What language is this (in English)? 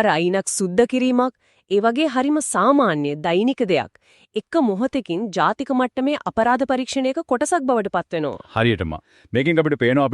Sinhala